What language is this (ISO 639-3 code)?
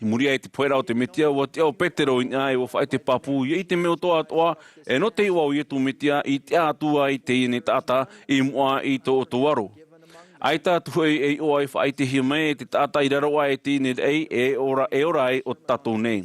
tah